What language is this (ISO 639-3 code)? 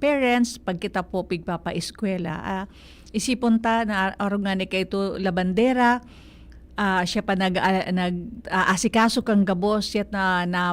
bik